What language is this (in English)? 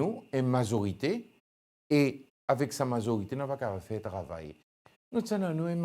Seselwa Creole French